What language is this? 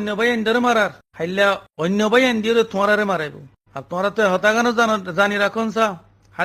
Rohingya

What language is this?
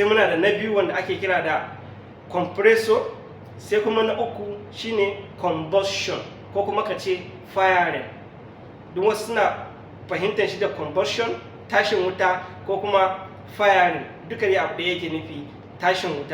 Hausa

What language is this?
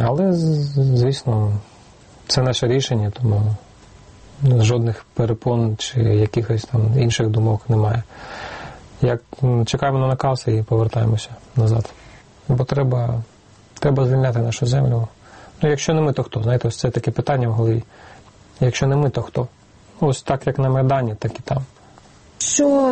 Ukrainian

